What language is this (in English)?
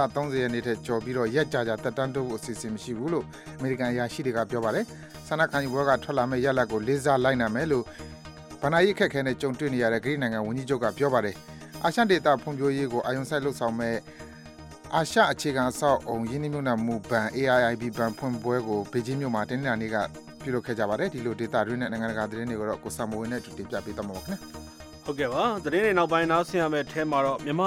Burmese